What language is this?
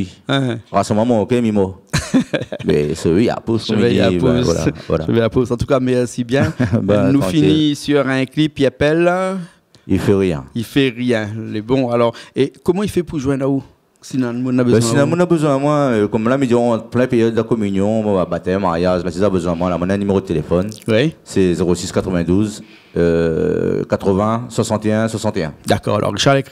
Réunion Creole French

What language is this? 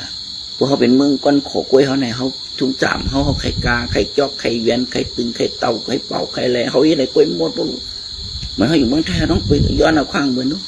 Shan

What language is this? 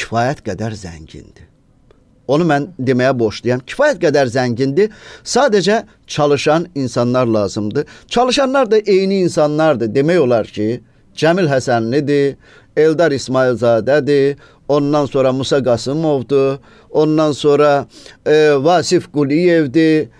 Azerbaijani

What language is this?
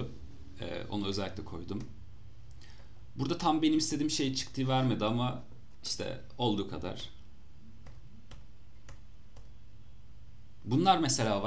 Turkish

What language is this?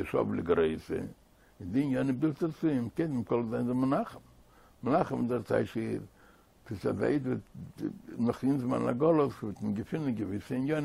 Yiddish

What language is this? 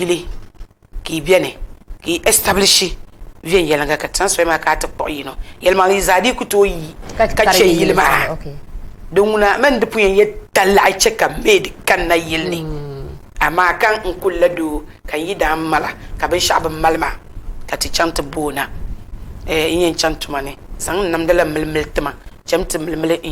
Dagbani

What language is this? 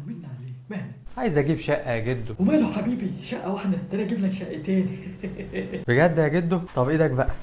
Egyptian Arabic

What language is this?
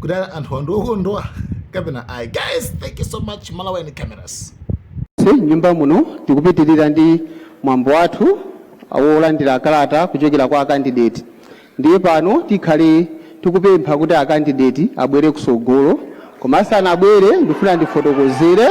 Nyanja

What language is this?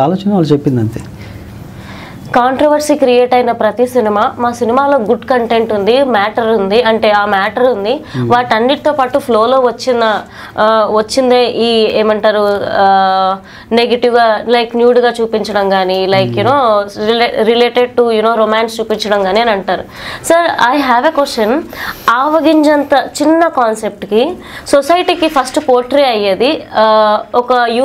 Telugu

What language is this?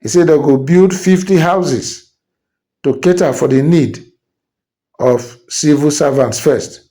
Nigerian Pidgin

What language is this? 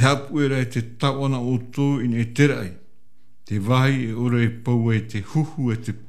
Tahitian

